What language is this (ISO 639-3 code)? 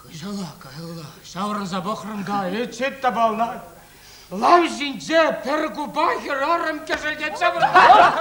chv